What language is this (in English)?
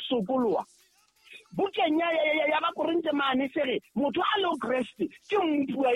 Southern Sotho